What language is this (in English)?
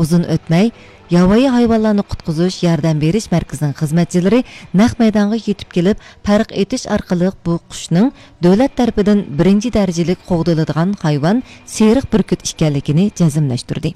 Uyghur